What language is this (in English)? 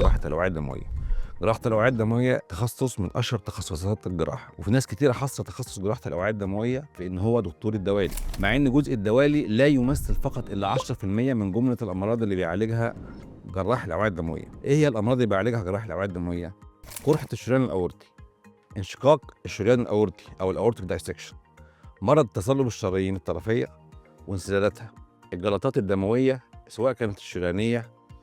Egyptian Arabic